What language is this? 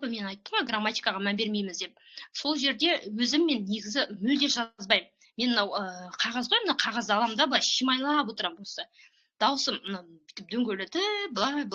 Kazakh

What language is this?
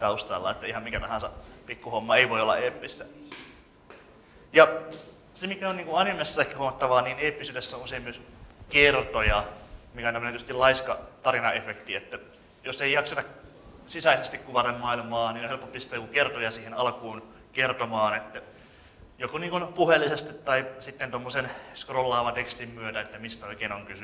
Finnish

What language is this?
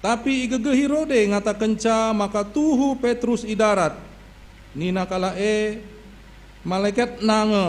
Batak Karo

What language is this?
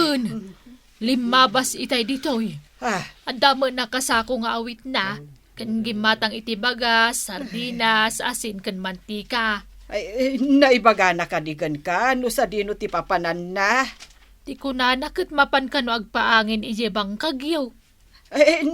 Iloko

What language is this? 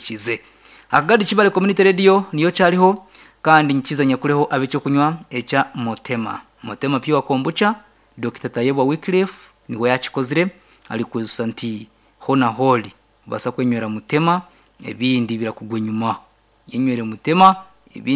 Nyankole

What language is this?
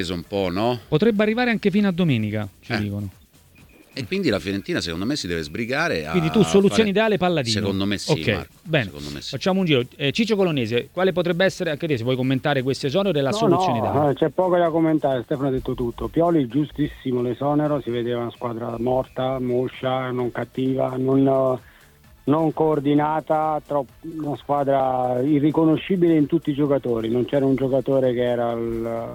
Italian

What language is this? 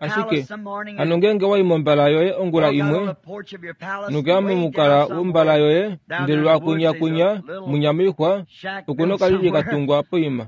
Kuanyama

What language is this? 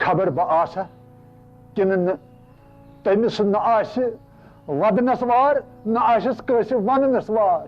Kashmiri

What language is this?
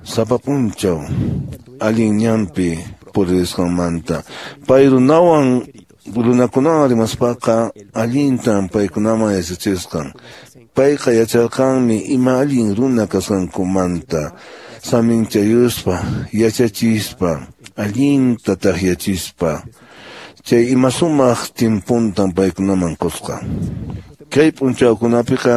Quechua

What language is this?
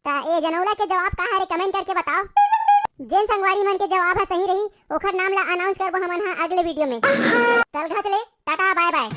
Chhattisgarhi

